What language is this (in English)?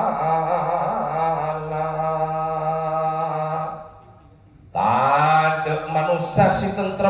Madurese